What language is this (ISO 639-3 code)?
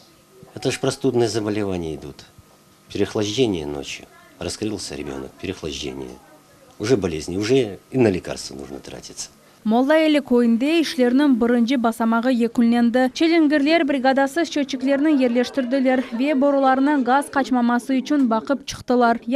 crh